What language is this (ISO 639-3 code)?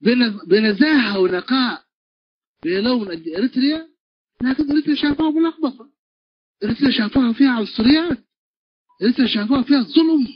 tig